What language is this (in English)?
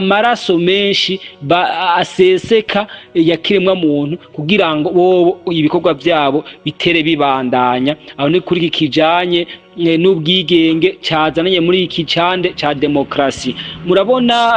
Rundi